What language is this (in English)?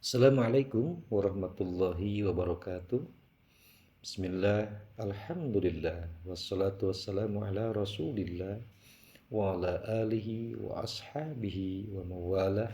Sundanese